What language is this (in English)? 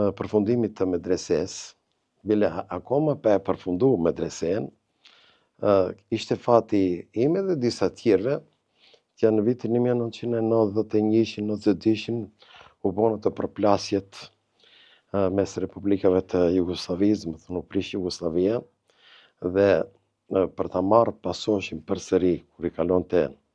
Albanian